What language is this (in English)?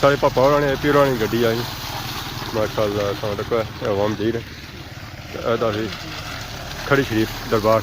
Pahari-Potwari